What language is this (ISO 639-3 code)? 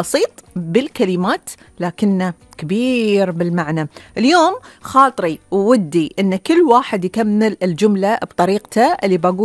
afb